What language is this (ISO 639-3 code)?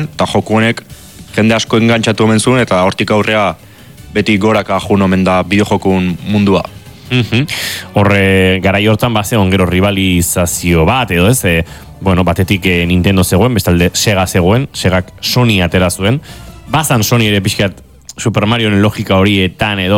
eus